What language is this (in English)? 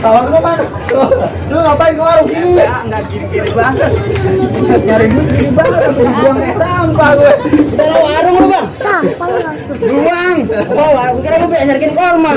Betawi